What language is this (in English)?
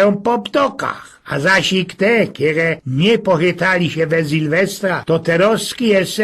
Silesian